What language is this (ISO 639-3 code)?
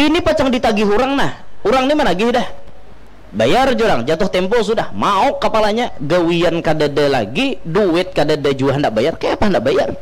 bjn